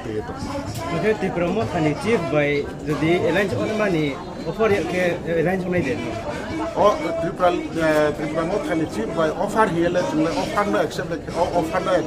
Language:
Riang (India)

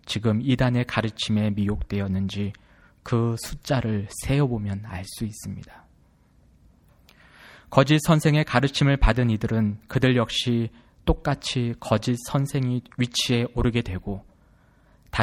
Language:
Korean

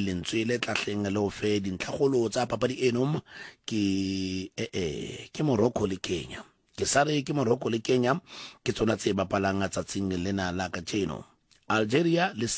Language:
Southern Sotho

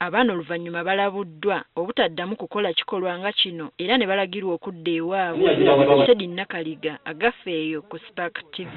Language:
Ganda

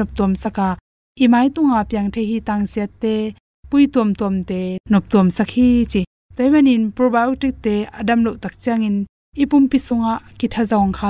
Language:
Tedim Chin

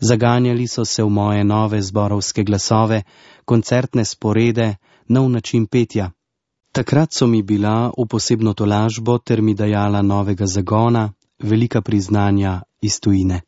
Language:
Slovenian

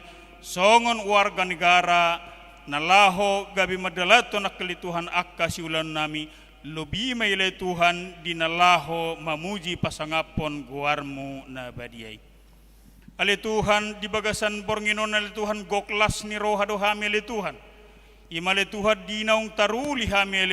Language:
Batak Toba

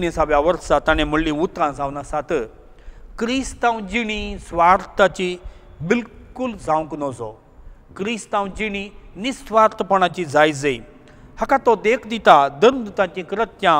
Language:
Konkani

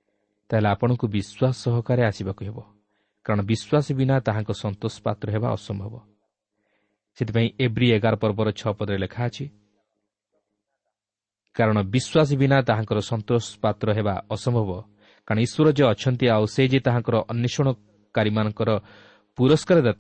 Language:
Odia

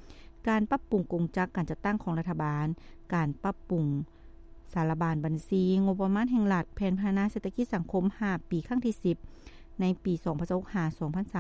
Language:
Lao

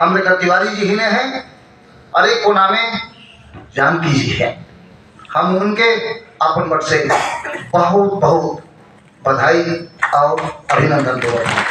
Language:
Sadri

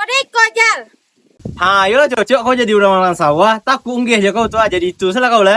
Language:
Minangkabau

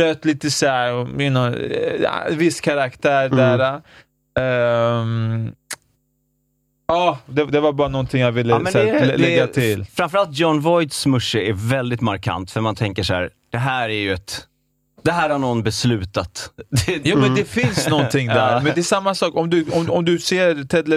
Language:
Swedish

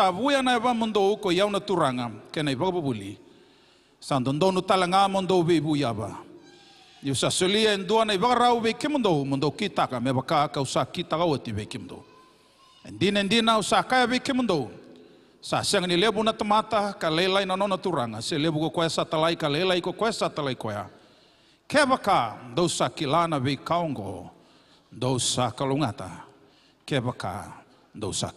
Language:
Fijian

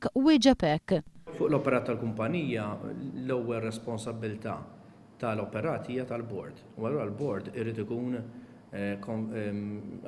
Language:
Maltese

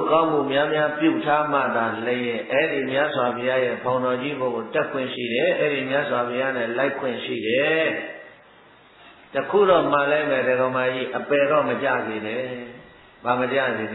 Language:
Burmese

